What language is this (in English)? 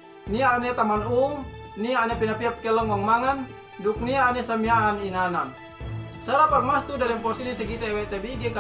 Yakan